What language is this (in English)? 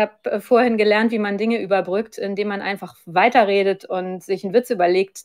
German